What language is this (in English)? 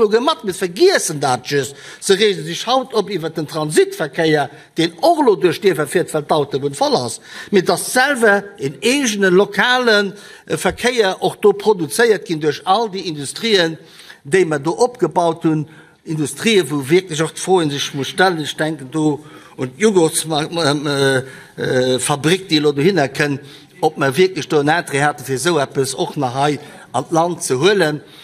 Luxembourgish